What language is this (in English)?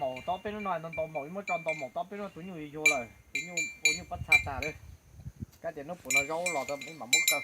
Hmong